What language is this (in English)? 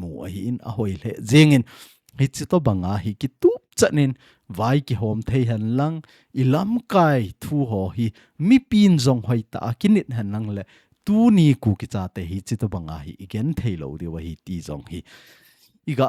Thado Chin